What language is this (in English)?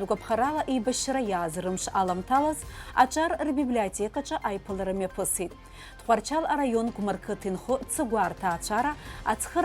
Abkhazian